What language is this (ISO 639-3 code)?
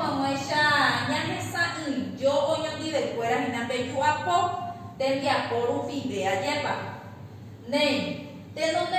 grn